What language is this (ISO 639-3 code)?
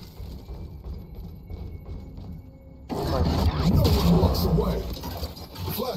fin